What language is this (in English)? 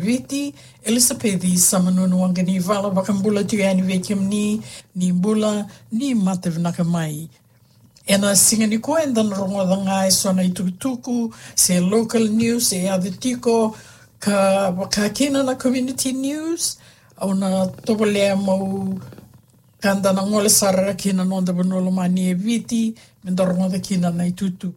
Fijian